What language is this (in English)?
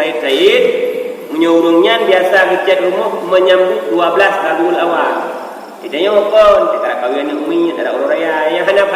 Achinese